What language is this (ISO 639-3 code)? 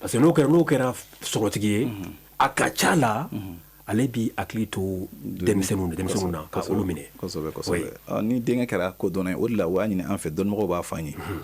bam